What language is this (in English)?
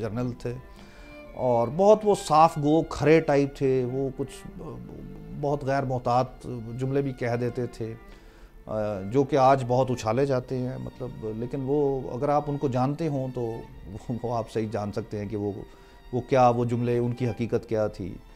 Urdu